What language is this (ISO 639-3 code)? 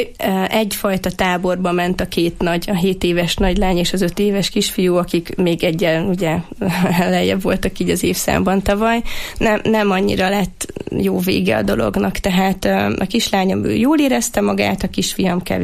hun